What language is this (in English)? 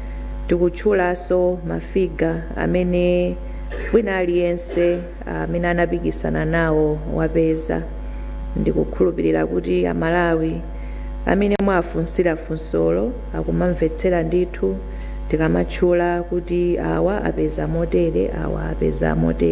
Nyanja